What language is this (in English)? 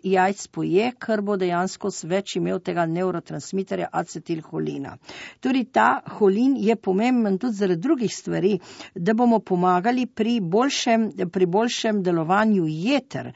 Slovenian